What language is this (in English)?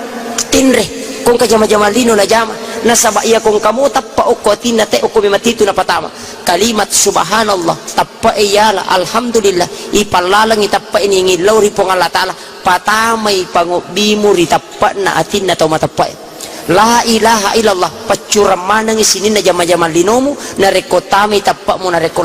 Buginese